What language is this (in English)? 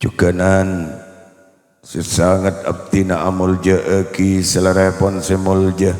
Madurese